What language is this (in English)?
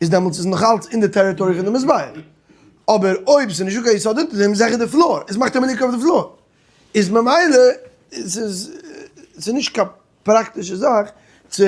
Yiddish